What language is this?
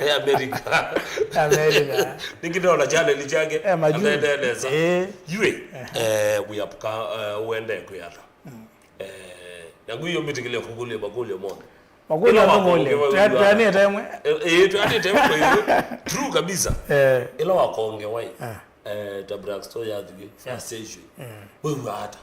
Kamba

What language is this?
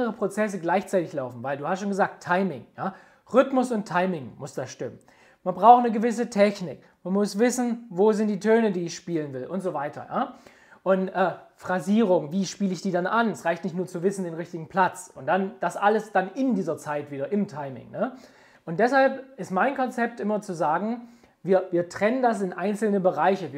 German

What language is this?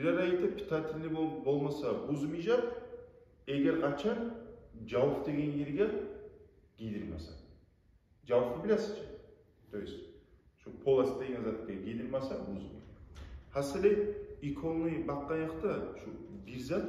Kumyk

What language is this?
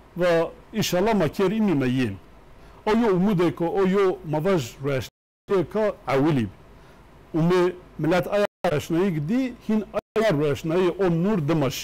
Zaza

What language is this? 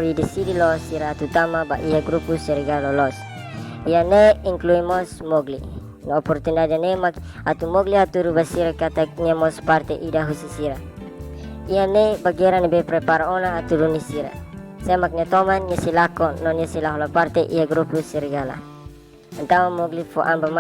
Tetum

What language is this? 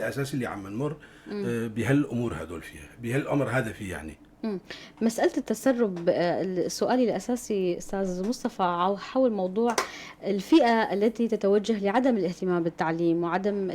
North Levantine Arabic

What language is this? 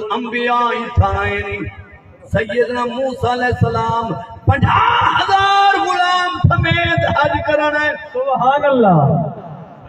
Saraiki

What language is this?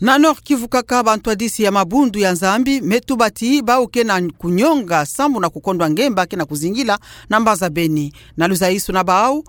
Kituba (Democratic Republic of Congo)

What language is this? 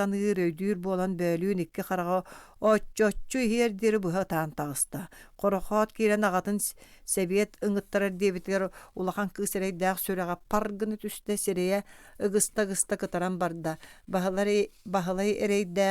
Yakut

